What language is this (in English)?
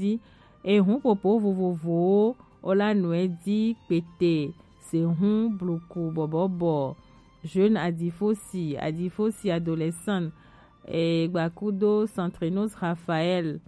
Gen